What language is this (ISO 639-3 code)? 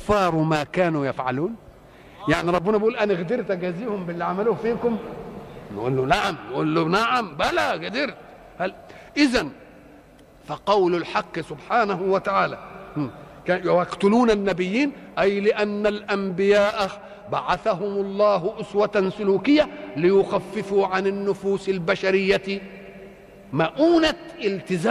arz